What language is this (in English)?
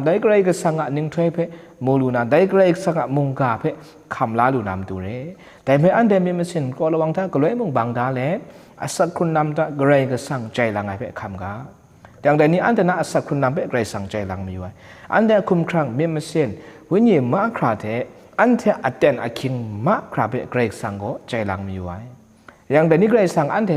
Kachin